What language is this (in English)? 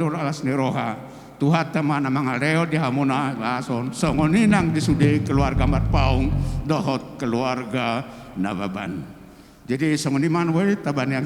Batak Toba